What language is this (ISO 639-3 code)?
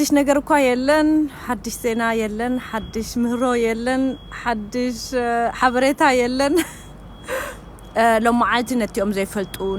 tir